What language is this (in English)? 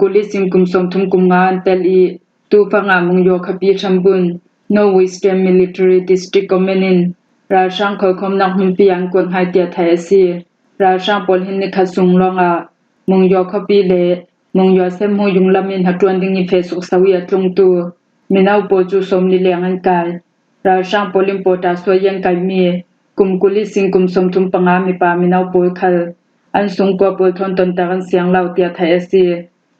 Falam Chin